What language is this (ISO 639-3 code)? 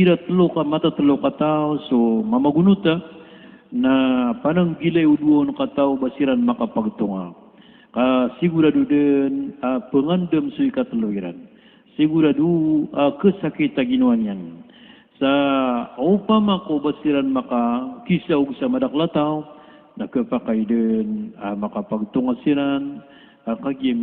mrw